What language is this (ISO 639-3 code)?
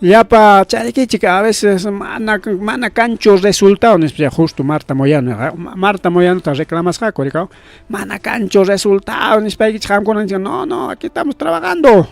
quy